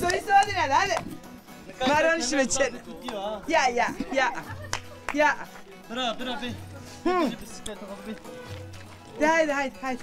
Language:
Zaza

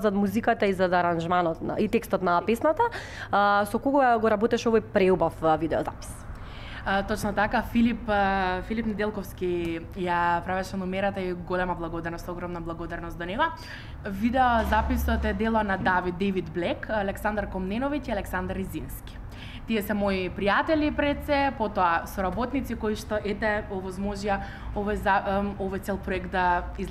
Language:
Macedonian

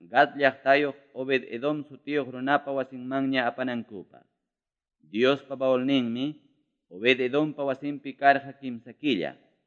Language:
Ayacucho Quechua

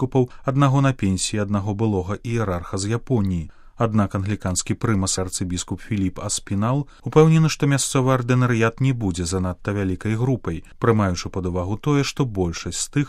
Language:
Belarusian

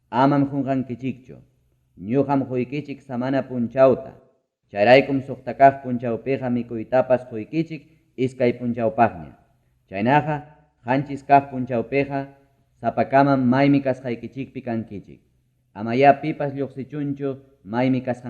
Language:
Ayacucho Quechua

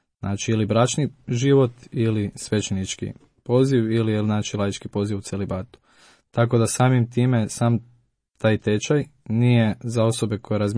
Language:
Croatian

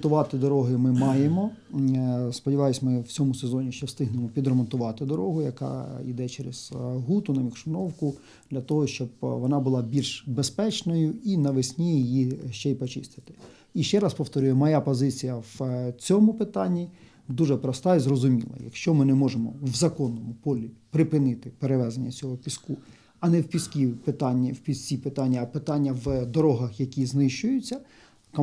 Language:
Ukrainian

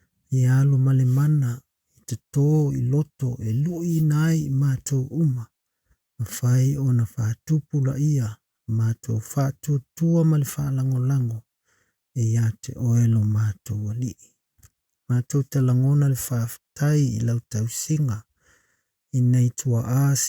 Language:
Samoan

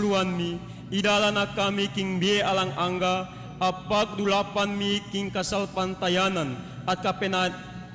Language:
Pampanga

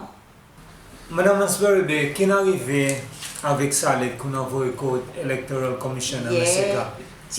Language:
Seselwa Creole French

